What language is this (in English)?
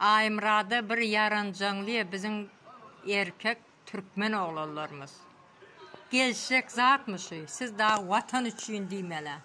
Turkmen